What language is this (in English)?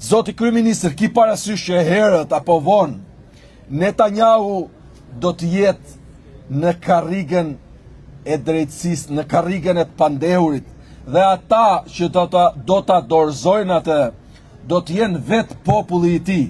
Albanian